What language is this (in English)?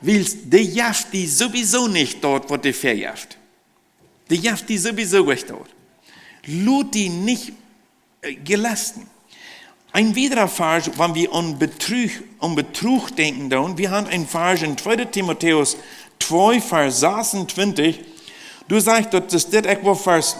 Plautdietsch